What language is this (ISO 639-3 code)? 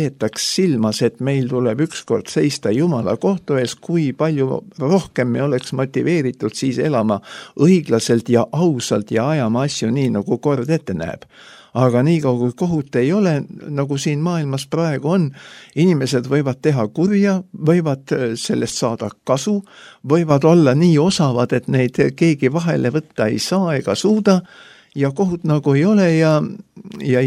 est